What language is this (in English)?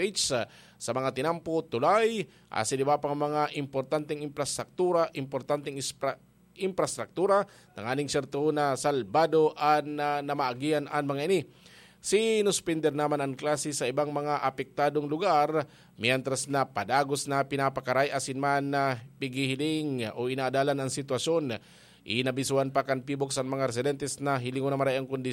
Bikol